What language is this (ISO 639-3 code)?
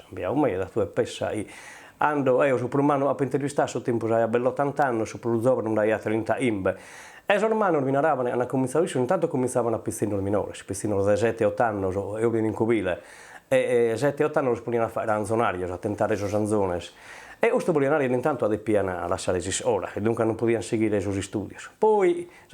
srd